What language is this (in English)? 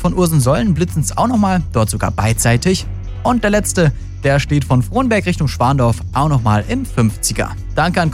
German